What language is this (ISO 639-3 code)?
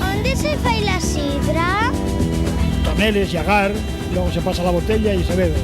ast